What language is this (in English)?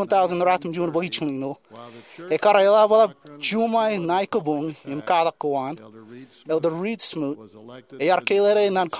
Marshallese